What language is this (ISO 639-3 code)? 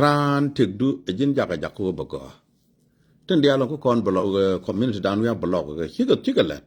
nus